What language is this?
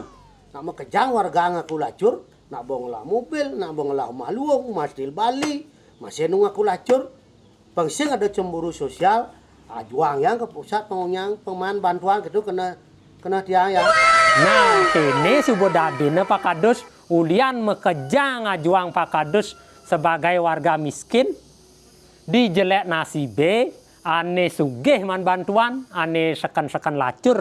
Balinese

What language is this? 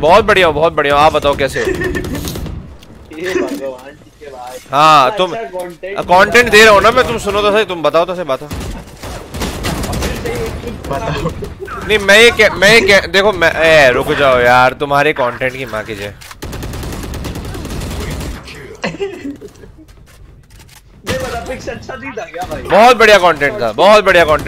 Hindi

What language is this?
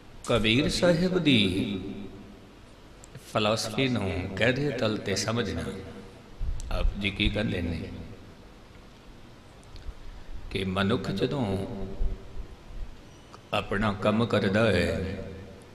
Punjabi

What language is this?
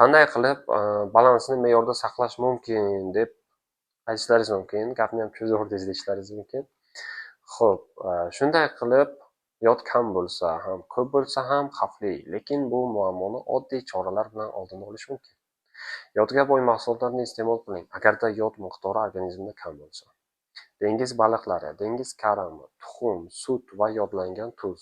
Uzbek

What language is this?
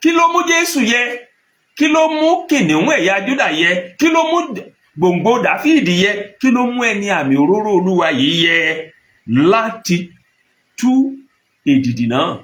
Yoruba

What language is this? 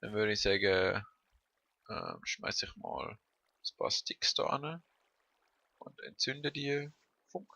Swiss German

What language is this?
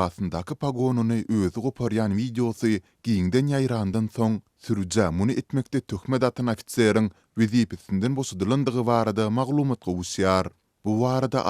Turkmen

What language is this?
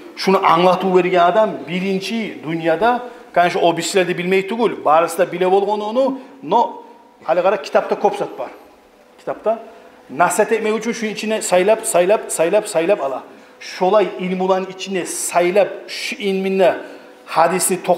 Kumyk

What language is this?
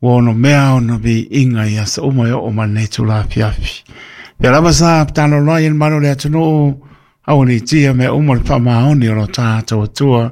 Samoan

